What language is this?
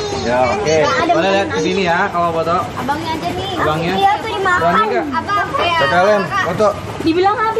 Indonesian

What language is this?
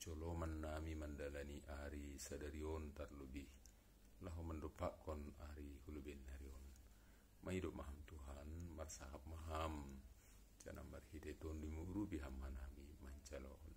Batak Simalungun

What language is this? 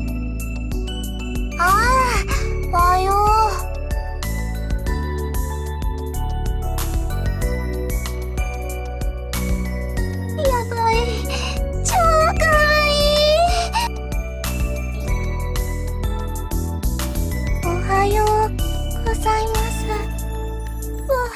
Japanese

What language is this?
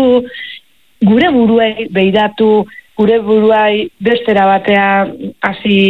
Basque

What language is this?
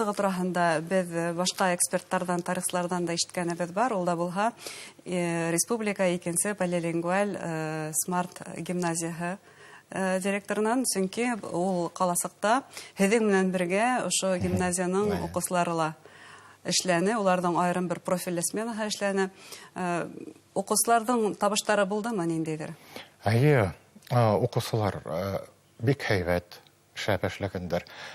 Bashkir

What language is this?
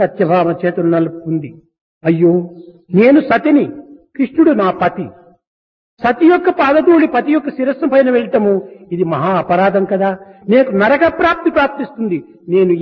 Telugu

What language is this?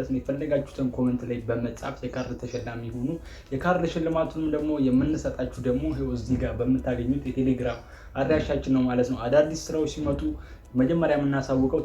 Amharic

